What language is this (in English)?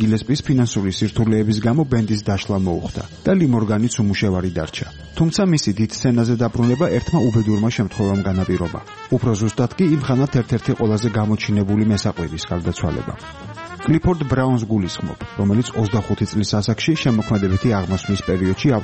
Georgian